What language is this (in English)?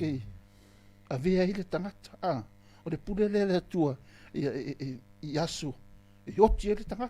Samoan